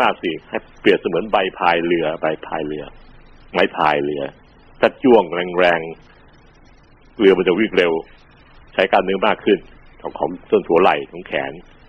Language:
Thai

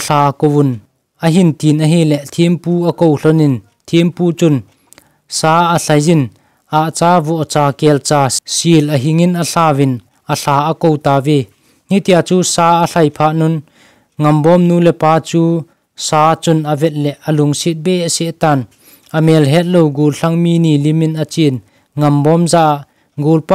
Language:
Thado Chin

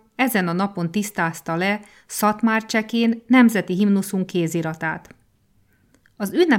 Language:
Hungarian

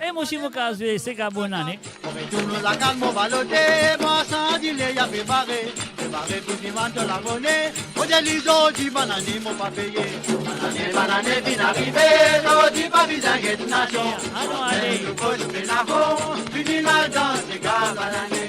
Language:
Morisyen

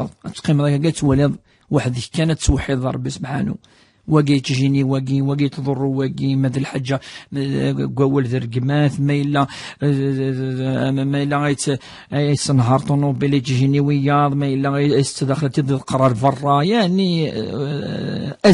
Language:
Kabyle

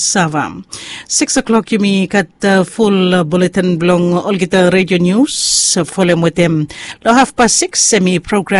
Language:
Bislama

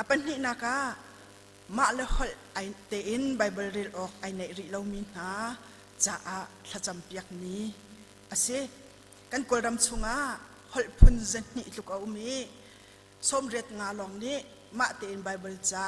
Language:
Hakha Chin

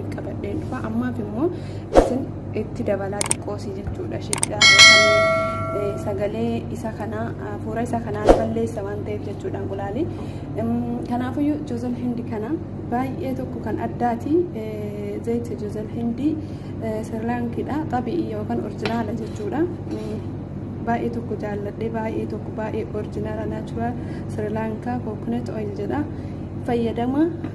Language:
Oromo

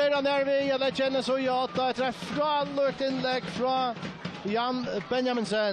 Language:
Faroese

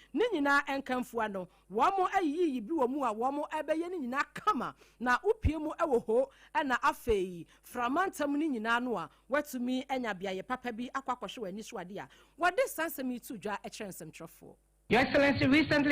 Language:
Akan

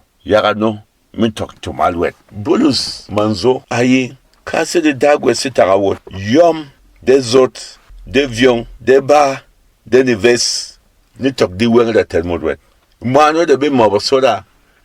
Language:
Berom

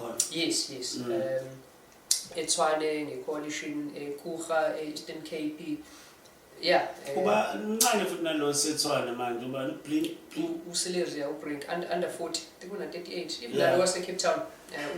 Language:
Zulu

